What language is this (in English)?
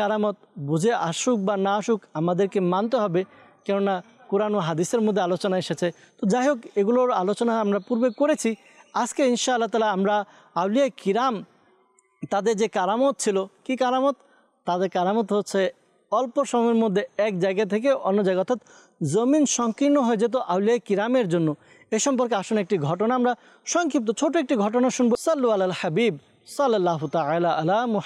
Bangla